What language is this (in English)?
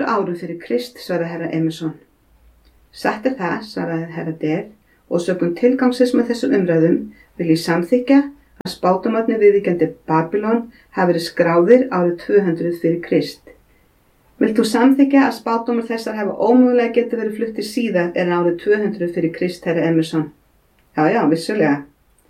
Icelandic